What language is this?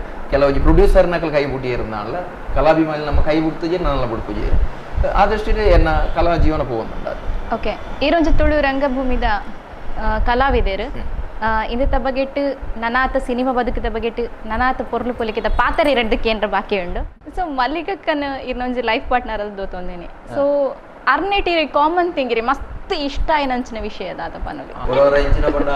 Tulu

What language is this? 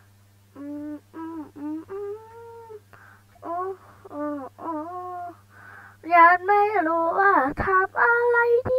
Thai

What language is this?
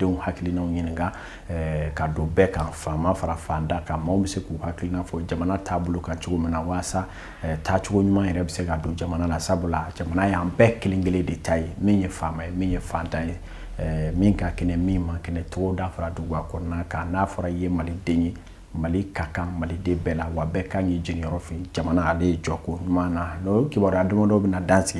Bambara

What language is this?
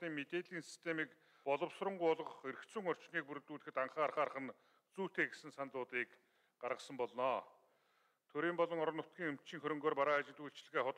Mongolian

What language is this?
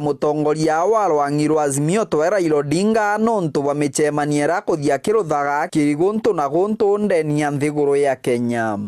Meru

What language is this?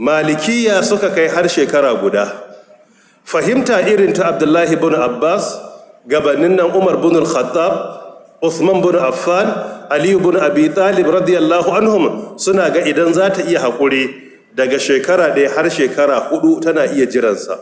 Hausa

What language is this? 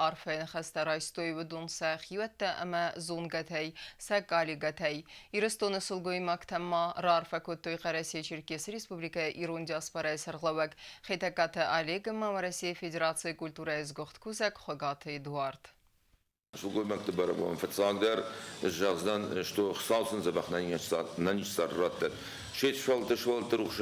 Ossetic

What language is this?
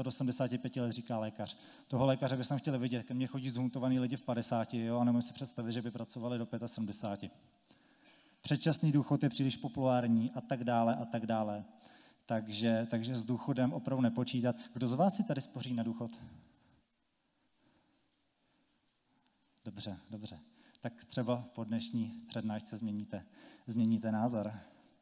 Czech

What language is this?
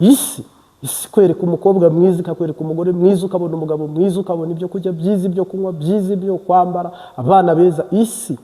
Kinyarwanda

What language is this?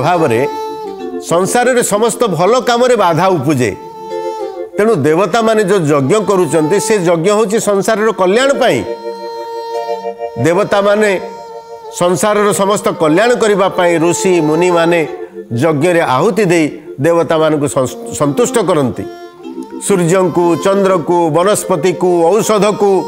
Odia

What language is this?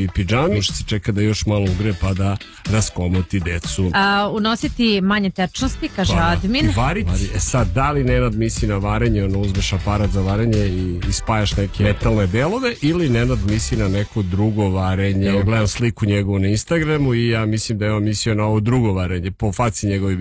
Serbian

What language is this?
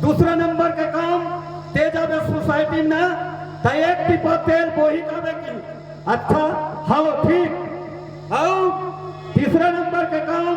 Chhattisgarhi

